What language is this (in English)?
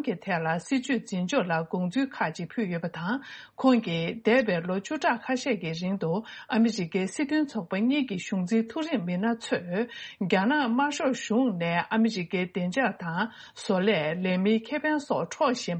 Tibetan